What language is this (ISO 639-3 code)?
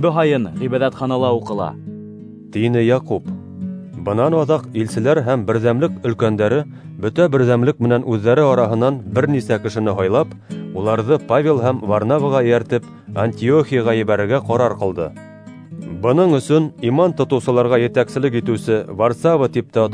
bak